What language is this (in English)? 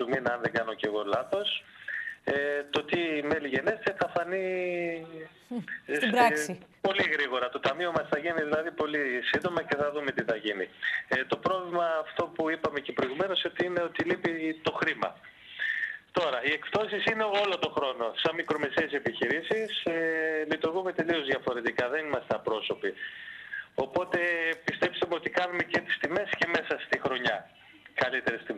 Greek